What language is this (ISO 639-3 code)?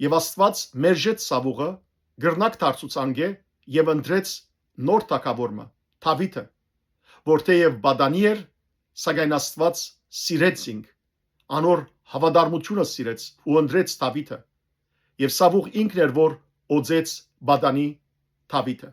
hyw